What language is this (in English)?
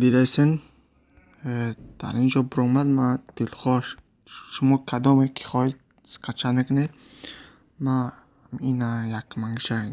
Tajik